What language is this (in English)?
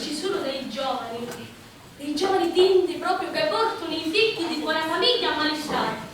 Sicilian